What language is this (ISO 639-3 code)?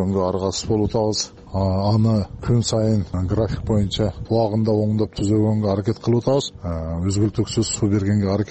kir